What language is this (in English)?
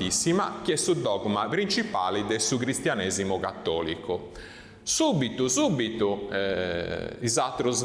Sardinian